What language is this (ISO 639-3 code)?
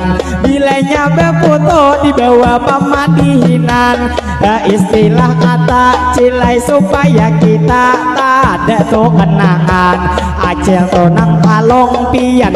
bjn